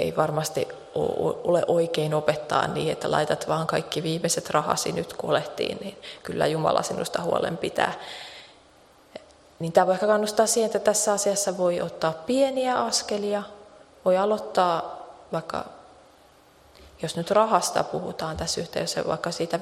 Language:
Finnish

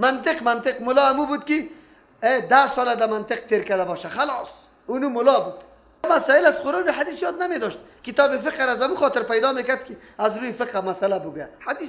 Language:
Persian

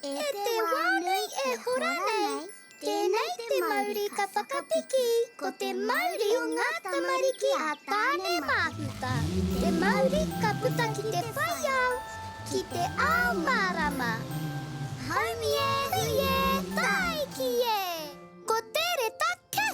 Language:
Māori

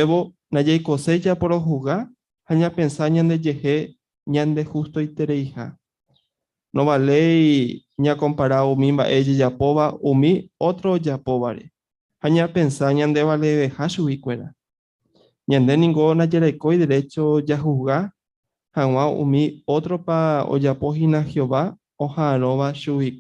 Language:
Guarani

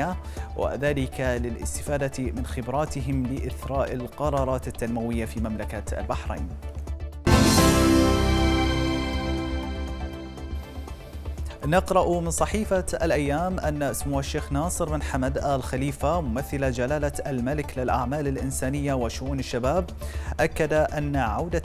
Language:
Arabic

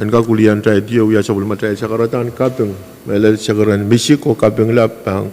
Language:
Pohnpeian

